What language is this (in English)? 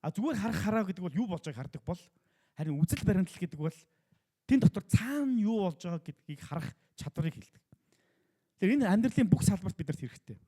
Mongolian